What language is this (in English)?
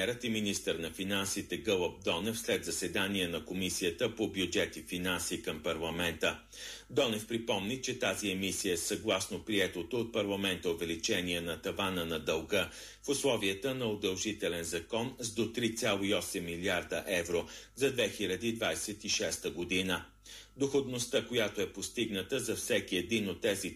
Bulgarian